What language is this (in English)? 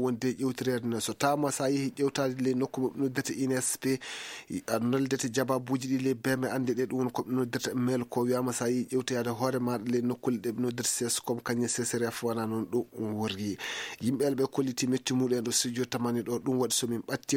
Fula